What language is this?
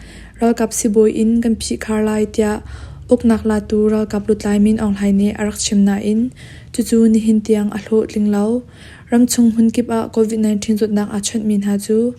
Hakha Chin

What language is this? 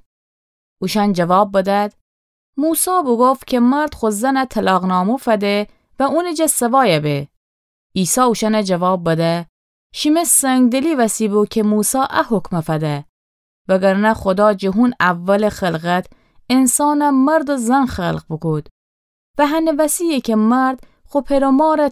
Gilaki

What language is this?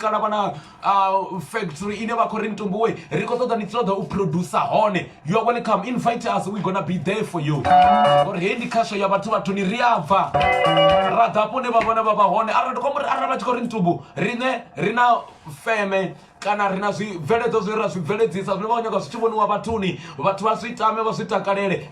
Venda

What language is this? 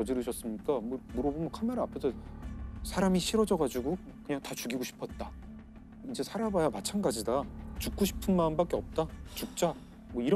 Korean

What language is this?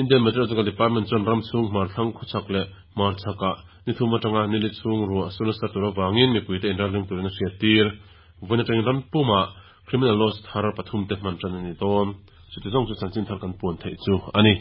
Mizo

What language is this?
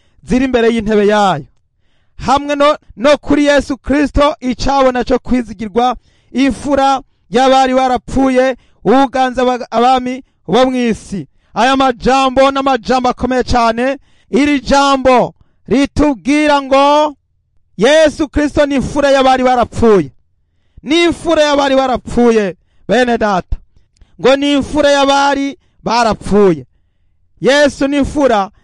Rundi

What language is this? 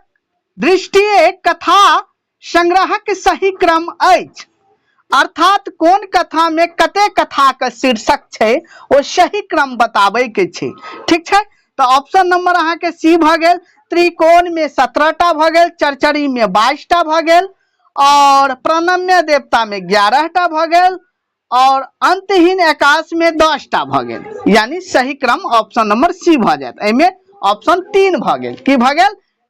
Maithili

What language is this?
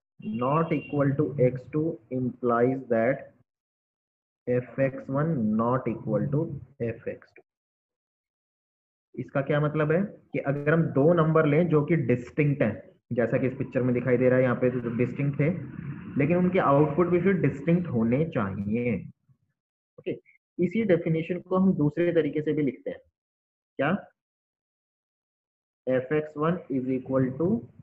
Hindi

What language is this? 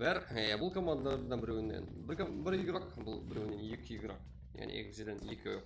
Kara-Kalpak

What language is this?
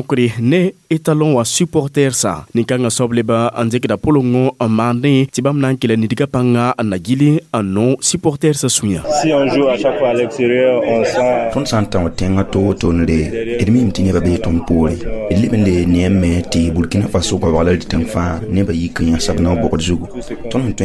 Mossi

